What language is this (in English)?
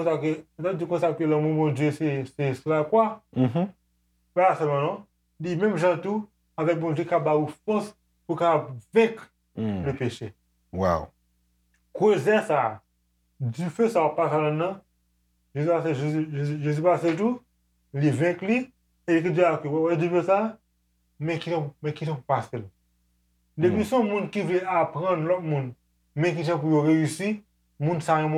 Haitian Creole